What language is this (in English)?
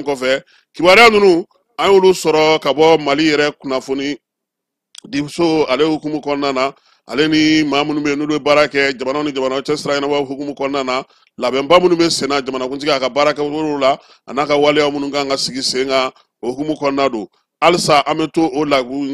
Bambara